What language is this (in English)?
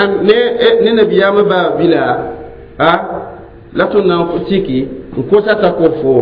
Mossi